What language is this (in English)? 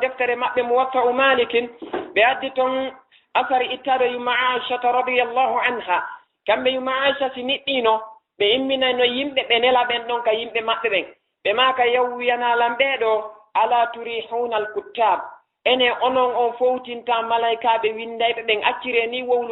Fula